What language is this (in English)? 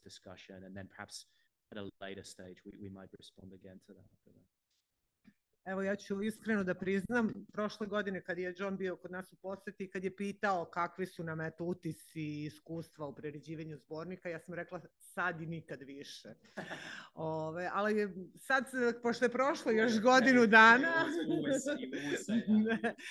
Serbian